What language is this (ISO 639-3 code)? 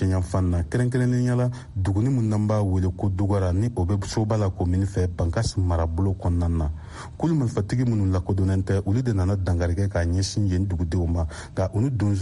bam